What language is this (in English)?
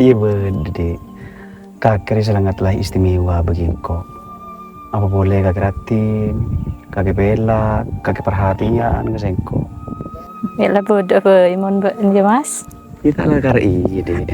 Madurese